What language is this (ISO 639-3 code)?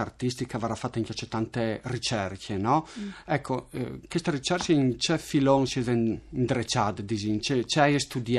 fur